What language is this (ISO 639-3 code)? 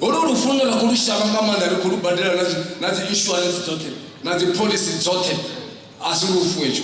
ven